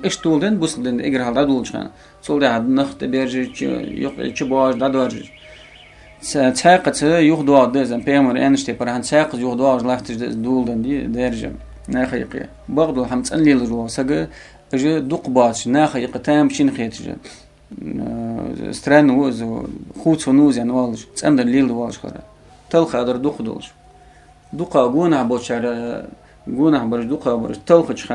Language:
Ingush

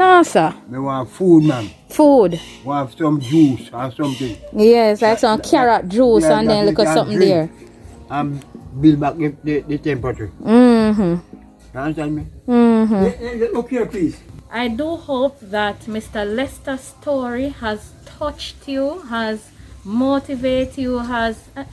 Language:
Jamaican Creole English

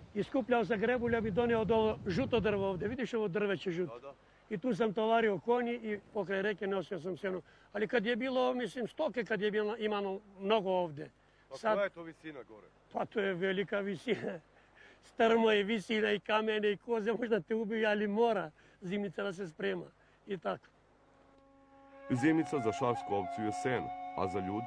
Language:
Serbian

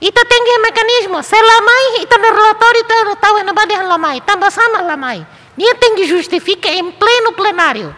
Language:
Tetum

